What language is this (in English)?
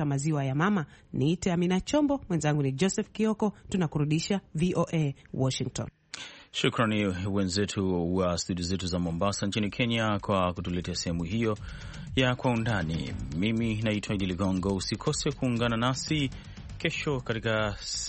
Swahili